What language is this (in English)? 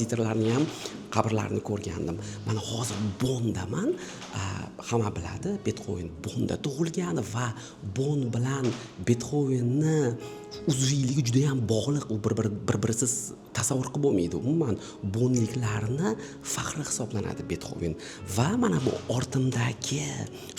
Uzbek